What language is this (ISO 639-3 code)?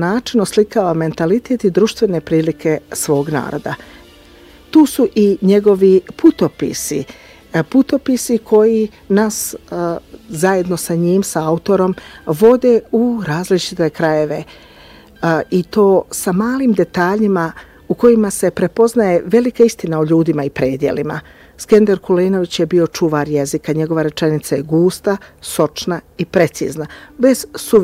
bos